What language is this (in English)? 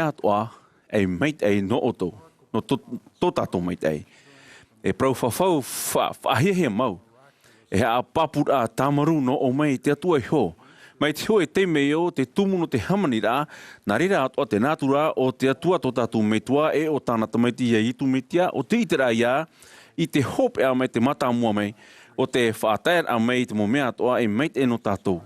Tahitian